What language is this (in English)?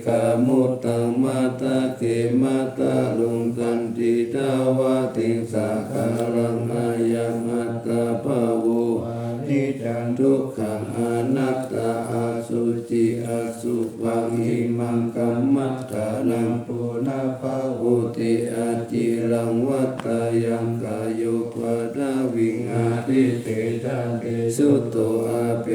Pali